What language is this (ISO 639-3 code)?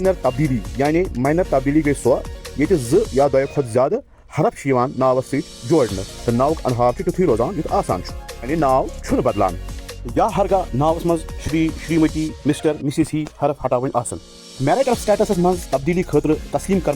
kas